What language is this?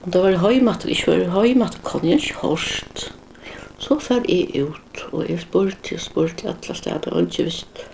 Faroese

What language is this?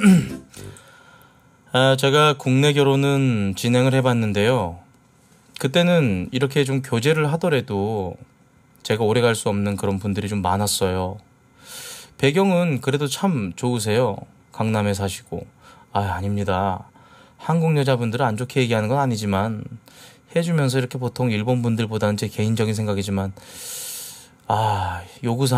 Korean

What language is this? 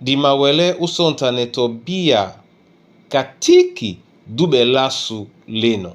Duala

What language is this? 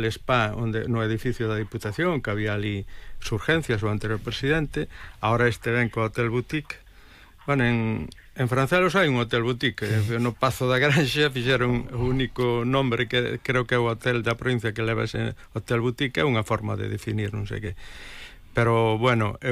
Galician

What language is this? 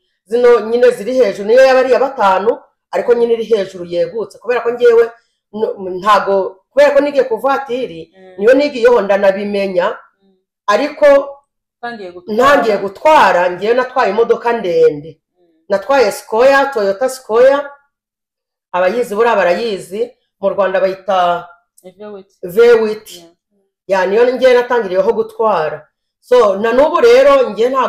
Kinyarwanda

